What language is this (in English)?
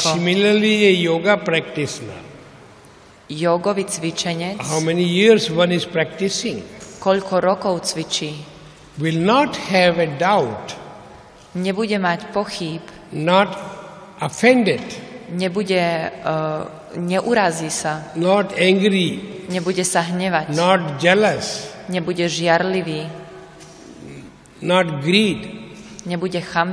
Slovak